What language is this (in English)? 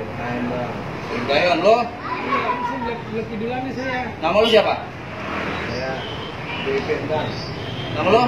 Betawi